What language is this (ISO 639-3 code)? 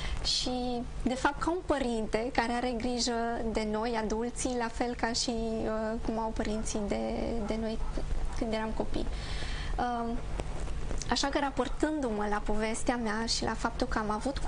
ron